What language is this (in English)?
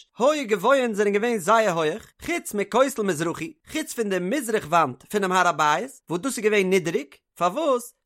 Yiddish